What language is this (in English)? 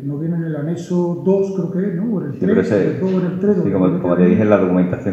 Spanish